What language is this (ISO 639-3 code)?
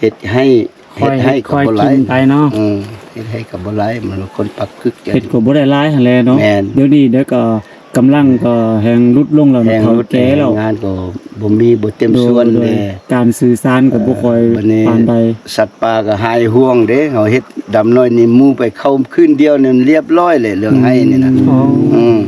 lao